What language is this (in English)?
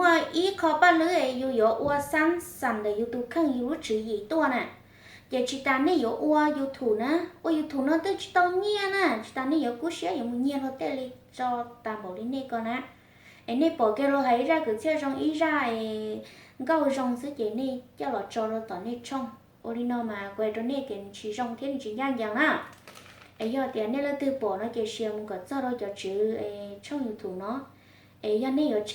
Hmong